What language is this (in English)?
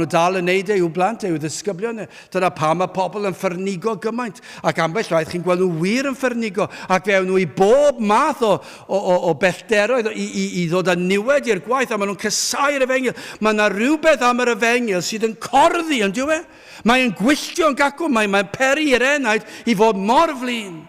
Welsh